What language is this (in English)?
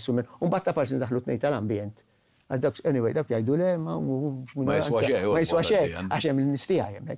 Maltese